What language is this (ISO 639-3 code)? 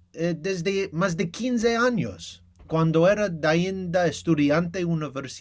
lad